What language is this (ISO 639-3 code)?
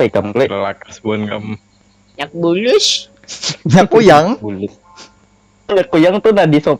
bjn